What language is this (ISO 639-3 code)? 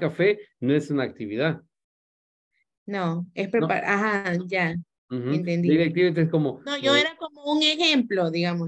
spa